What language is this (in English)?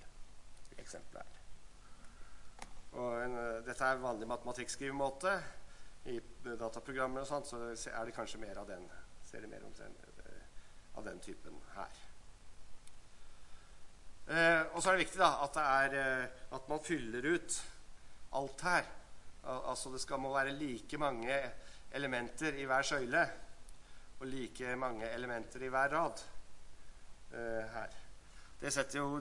Norwegian